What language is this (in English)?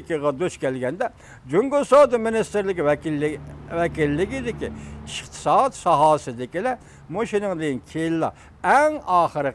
Uyghur